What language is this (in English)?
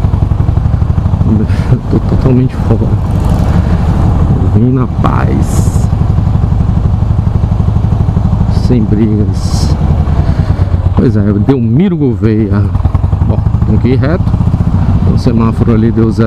Portuguese